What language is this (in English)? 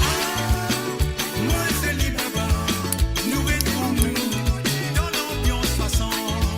Morisyen